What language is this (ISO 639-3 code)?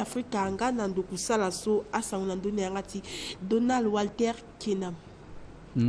sag